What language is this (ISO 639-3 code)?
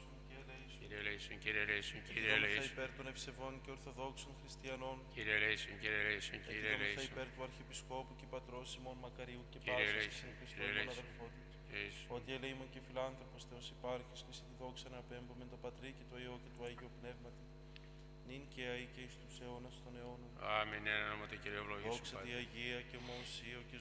ell